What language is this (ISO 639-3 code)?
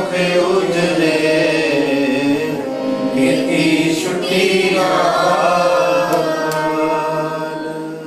pan